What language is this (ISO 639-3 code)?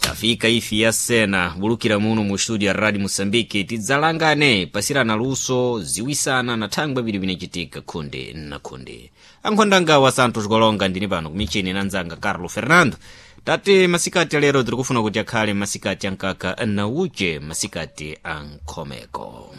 seh